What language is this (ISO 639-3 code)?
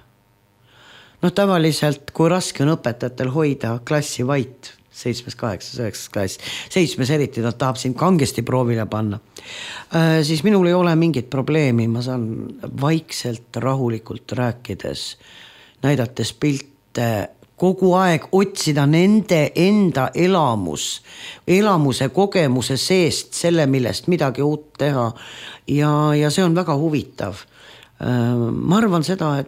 est